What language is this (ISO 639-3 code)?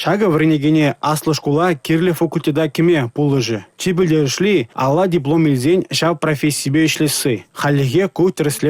chv